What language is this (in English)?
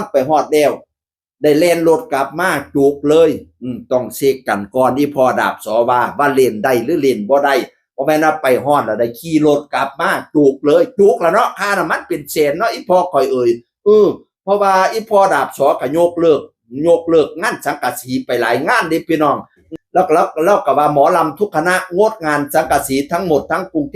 Northeastern Thai